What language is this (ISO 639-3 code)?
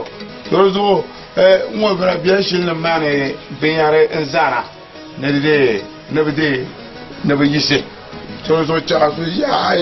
dag